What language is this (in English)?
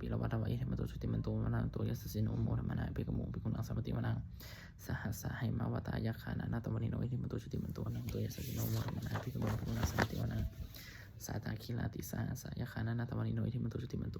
Pali